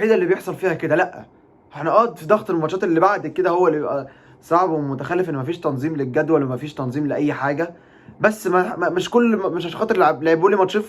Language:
Egyptian Arabic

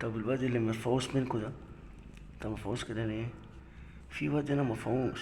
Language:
Egyptian Arabic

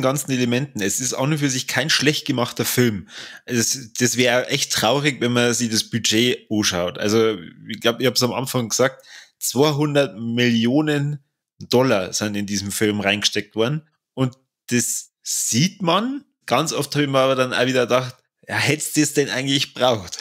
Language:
Bavarian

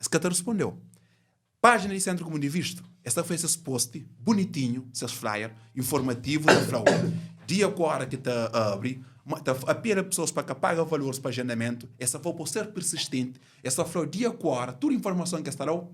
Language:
Kabuverdianu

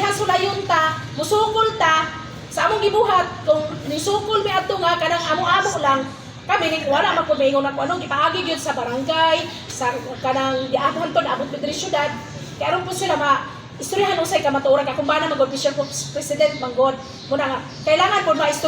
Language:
Cebuano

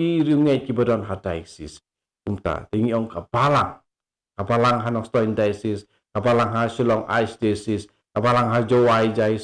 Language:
Khasi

